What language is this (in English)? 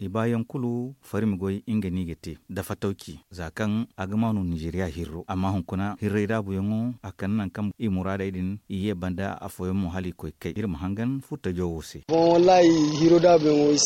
Zarma